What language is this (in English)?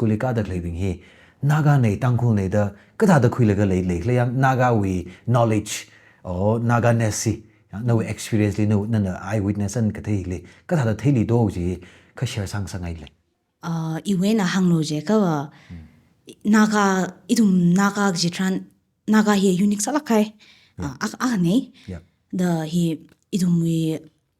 Tangkhul Naga (India)